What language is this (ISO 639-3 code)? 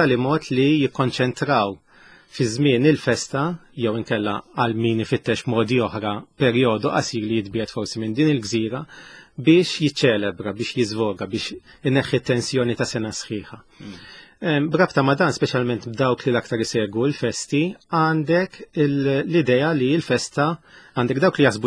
mlt